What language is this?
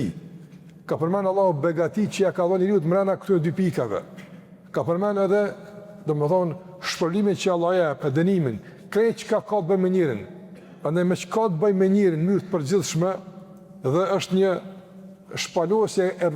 Albanian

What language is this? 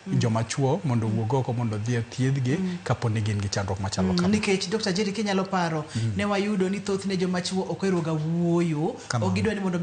Luo (Kenya and Tanzania)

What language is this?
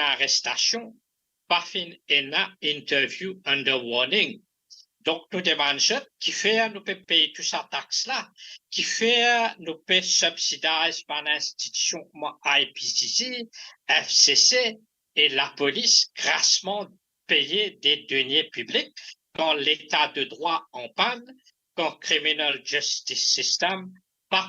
Morisyen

